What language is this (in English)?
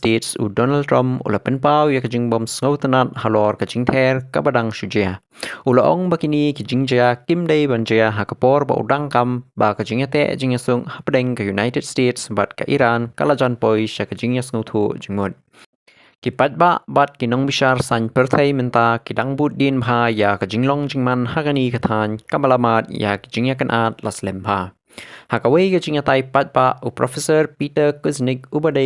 Khasi